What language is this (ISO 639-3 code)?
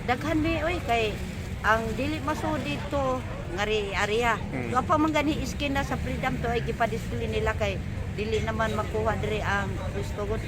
ceb